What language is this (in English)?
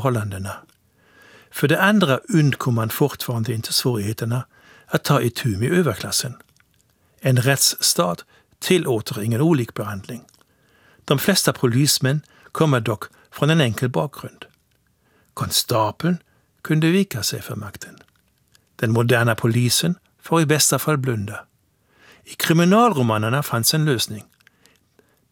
Swedish